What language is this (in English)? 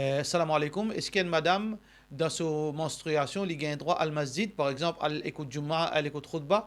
Morisyen